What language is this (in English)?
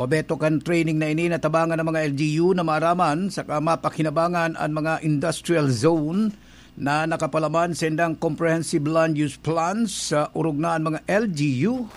Bikol